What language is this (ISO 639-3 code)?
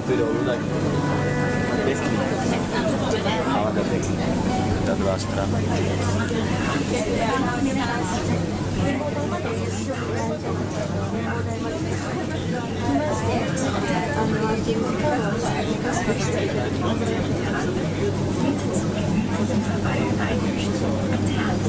ces